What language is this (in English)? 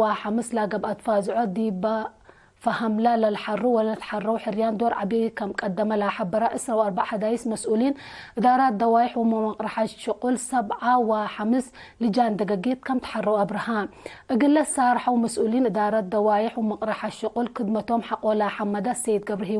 Tigre